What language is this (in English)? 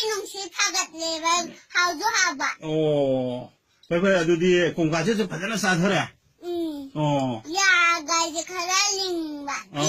Manipuri